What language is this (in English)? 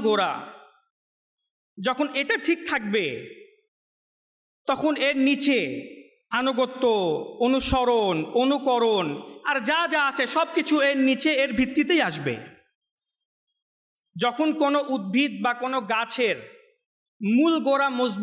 Bangla